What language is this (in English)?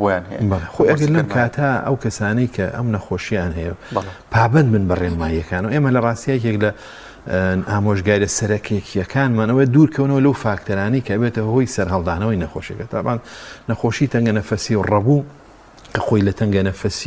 Central Kurdish